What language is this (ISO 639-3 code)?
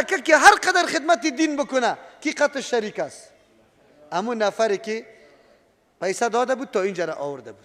fas